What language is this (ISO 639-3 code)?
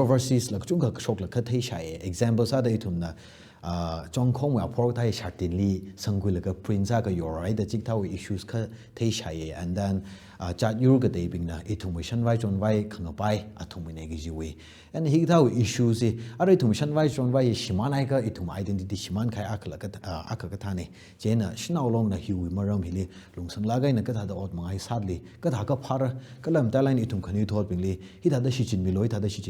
nmf